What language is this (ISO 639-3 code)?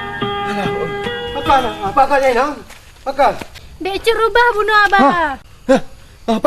ace